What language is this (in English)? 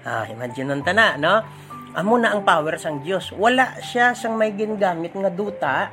Hiligaynon